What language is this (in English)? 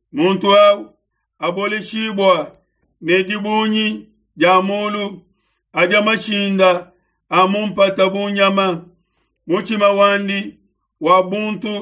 Luba-Lulua